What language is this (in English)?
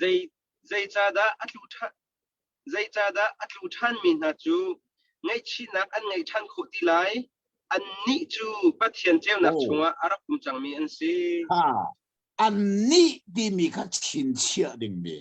Hakha Chin